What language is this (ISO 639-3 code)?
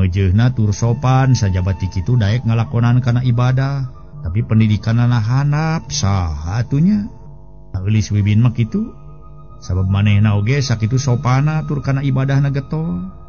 sun